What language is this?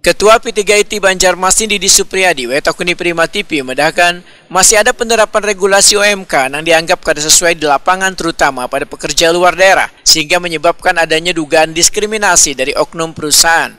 Banjar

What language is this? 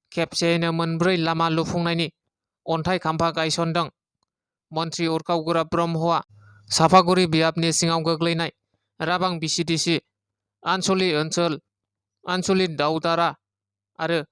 Bodo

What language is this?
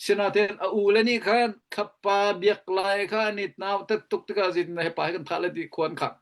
Hakha Chin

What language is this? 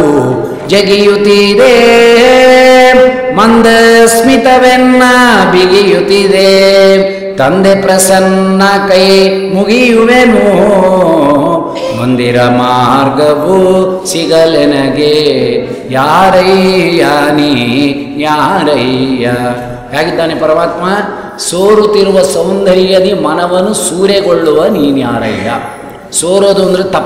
Kannada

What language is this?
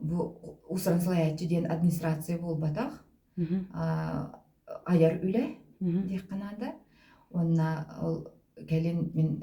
Yakut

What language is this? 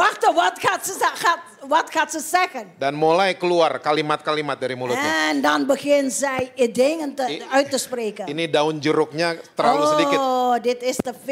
Dutch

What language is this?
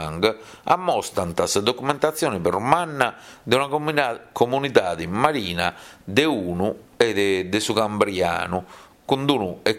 Sardinian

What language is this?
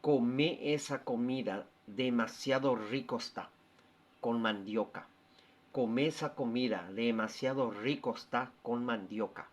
Guarani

